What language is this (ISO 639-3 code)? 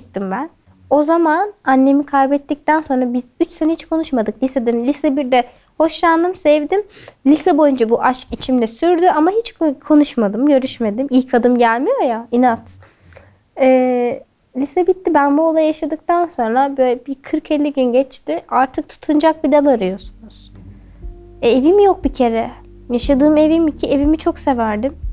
tur